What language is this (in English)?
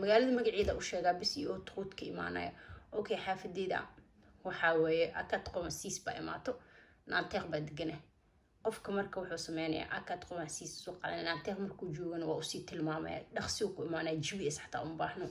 Somali